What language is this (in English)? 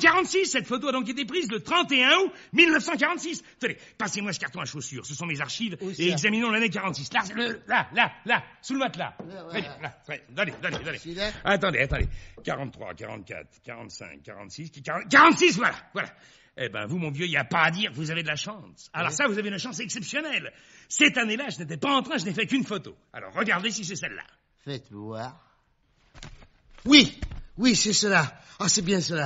French